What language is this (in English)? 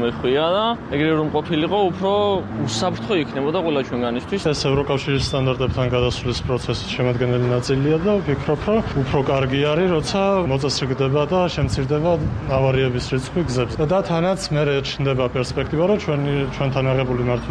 Georgian